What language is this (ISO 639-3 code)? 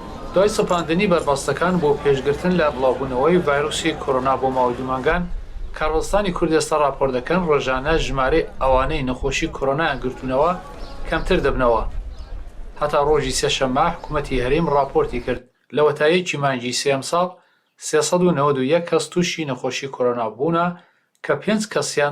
ckb